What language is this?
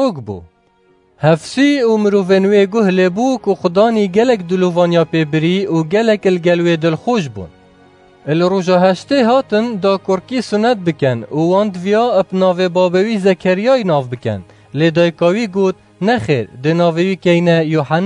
Kurdish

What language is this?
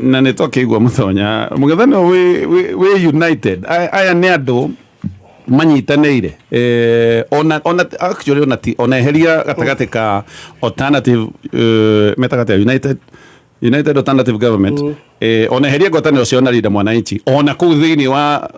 Kikuyu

